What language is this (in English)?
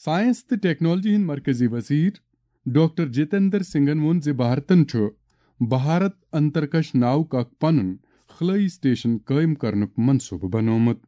Kashmiri